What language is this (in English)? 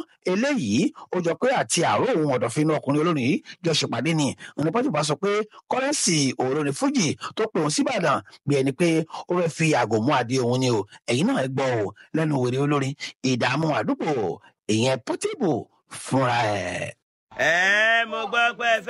Yoruba